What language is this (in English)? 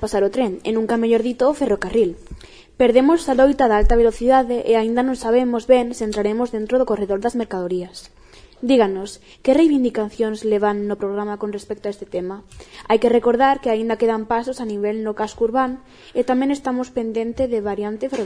Galician